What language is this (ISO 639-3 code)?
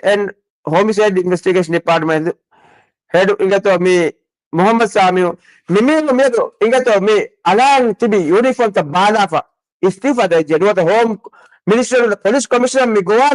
div